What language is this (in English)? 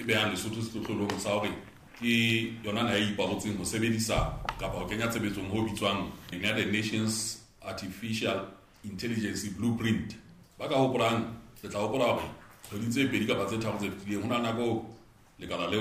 Southern Sotho